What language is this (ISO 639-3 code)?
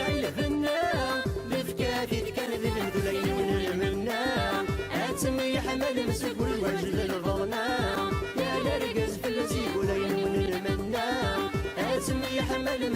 kab